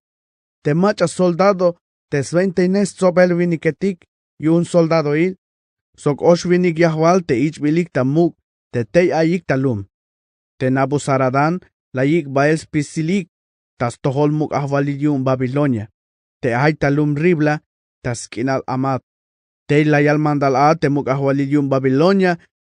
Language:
Tzeltal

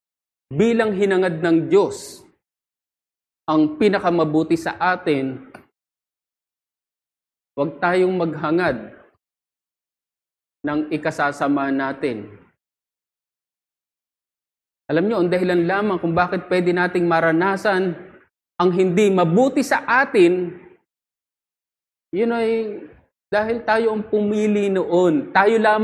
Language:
Filipino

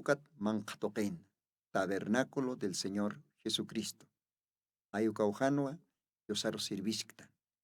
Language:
Aymara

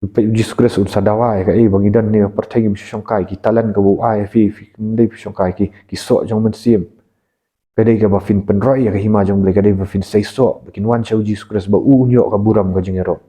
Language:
Khasi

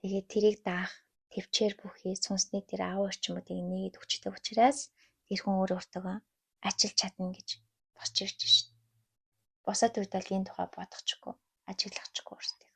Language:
Mongolian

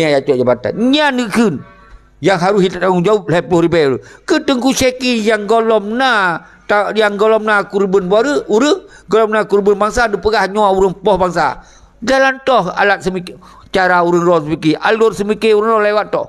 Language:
Achinese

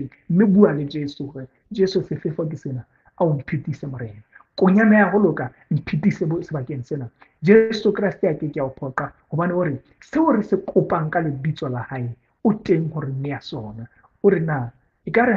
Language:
Southern Sotho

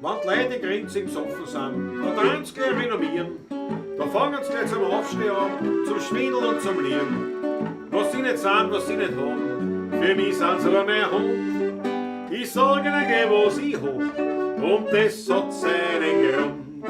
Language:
Bavarian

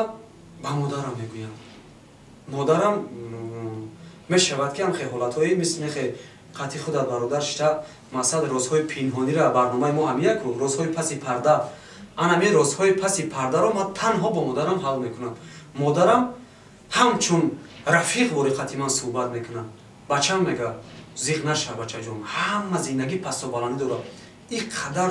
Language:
Tajik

